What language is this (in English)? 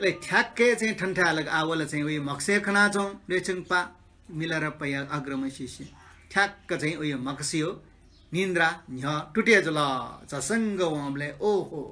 Newari